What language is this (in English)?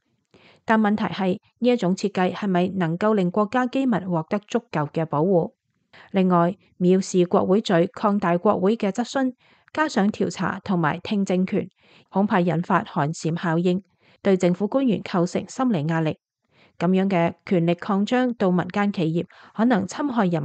Cantonese